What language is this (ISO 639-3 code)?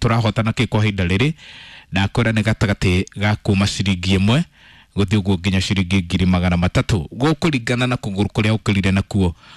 kik